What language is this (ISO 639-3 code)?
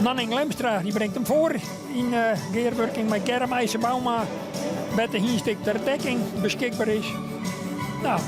fry